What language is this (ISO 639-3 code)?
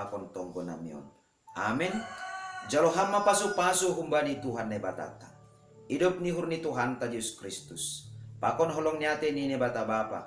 bts